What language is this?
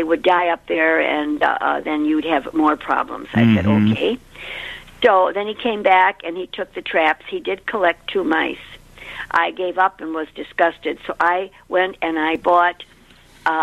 English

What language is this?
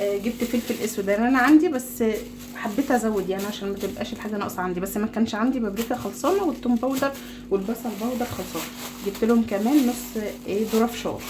Egyptian Arabic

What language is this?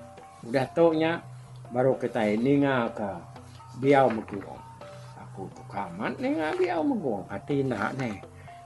Iban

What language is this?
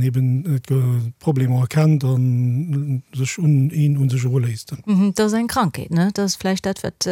Luxembourgish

